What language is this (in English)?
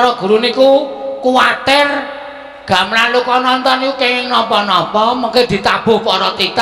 Javanese